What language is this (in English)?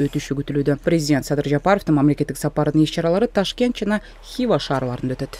Kyrgyz